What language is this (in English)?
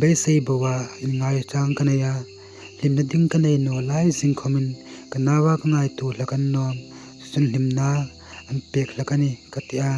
Hmar